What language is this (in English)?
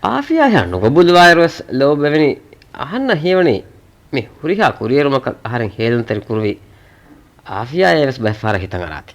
Divehi